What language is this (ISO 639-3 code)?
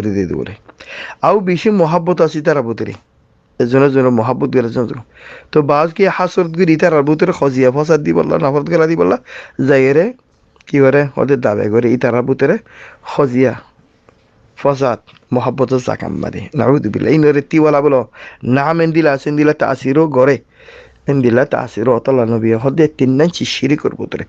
rhg